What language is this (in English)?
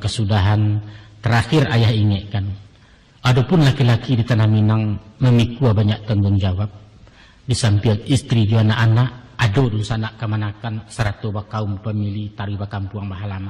Minangkabau